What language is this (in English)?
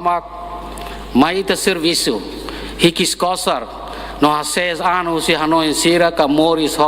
Tetum